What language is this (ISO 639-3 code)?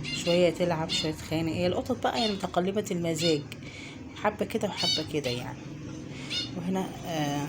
arz